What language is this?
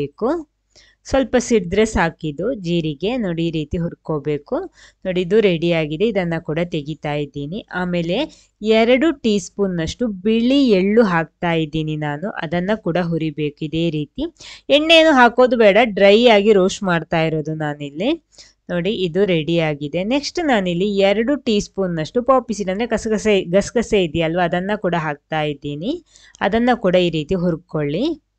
Kannada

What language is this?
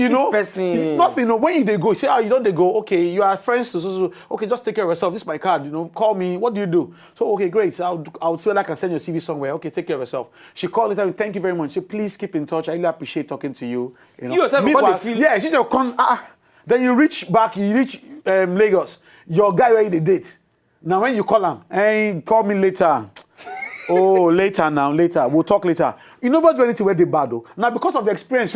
Nigerian Pidgin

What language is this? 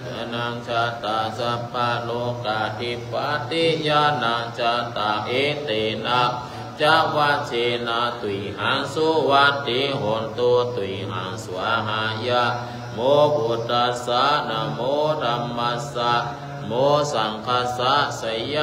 Pali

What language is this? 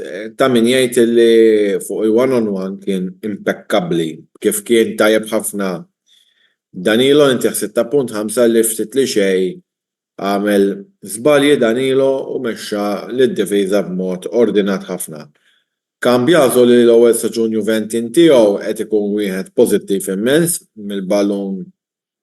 Maltese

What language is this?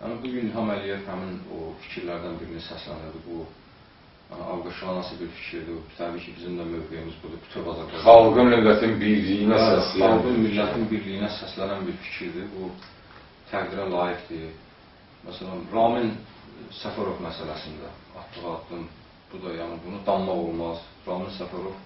Azerbaijani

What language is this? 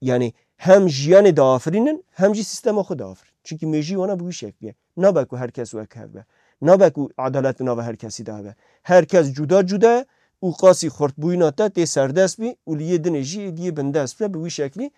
Kurdish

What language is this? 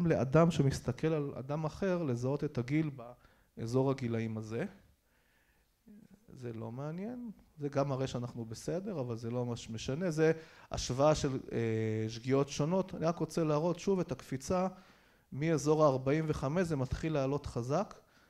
Hebrew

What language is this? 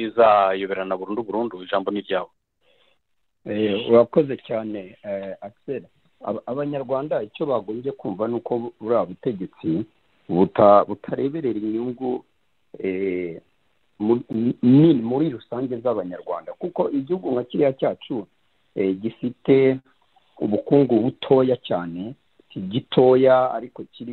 Kinyarwanda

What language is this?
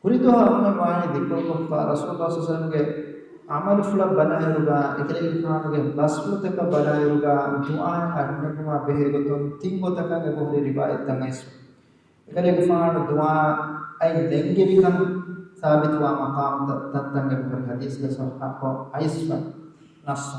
Divehi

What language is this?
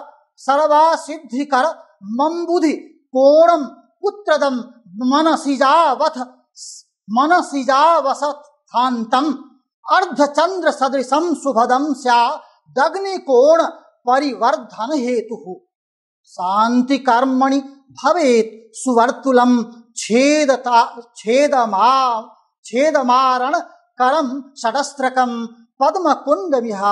Sanskrit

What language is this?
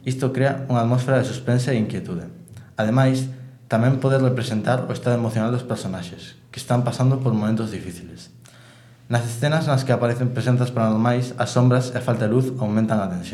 Galician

